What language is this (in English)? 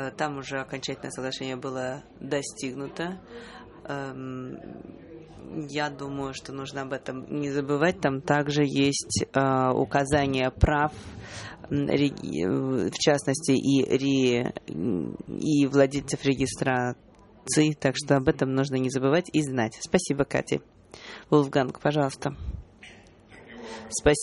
Russian